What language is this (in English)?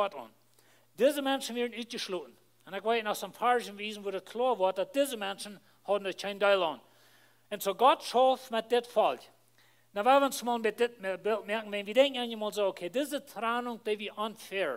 Plautdietsch